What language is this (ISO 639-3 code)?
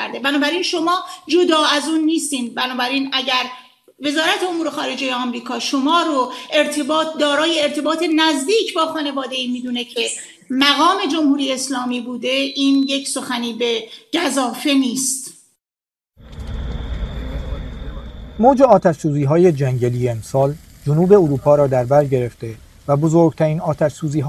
fas